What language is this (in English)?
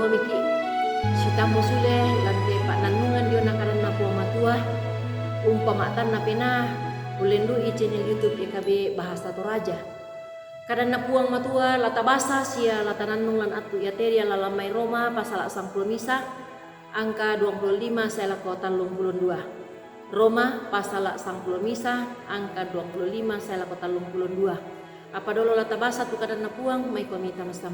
Toraja-Sa'dan